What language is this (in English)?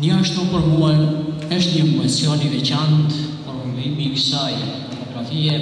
Albanian